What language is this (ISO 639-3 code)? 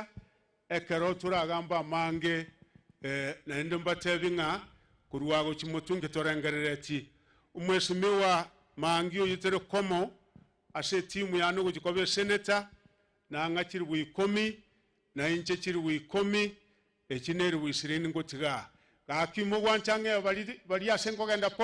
guz